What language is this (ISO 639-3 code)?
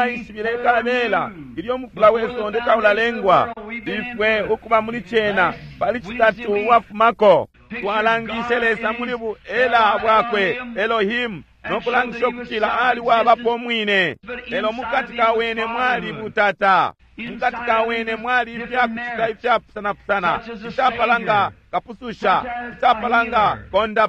bem